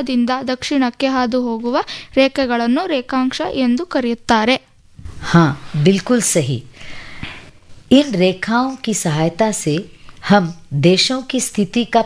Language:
Kannada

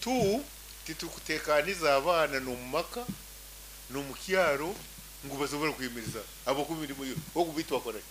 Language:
Nyankole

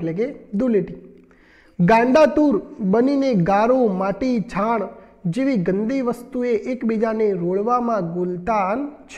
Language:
Gujarati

